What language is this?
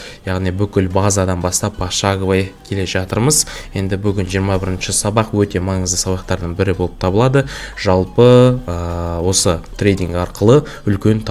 Kazakh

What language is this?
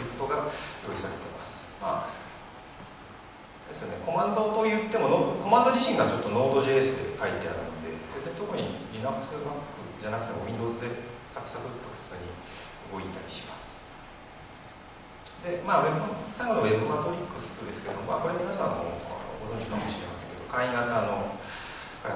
Japanese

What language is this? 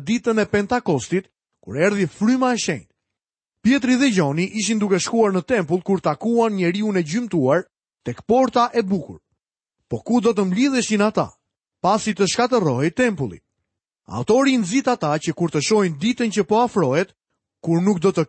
Albanian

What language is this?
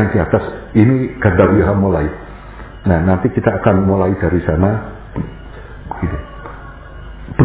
Indonesian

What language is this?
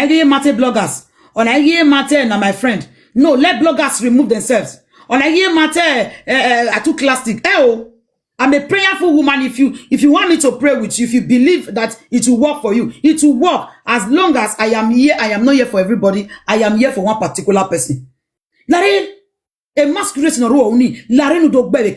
Nigerian Pidgin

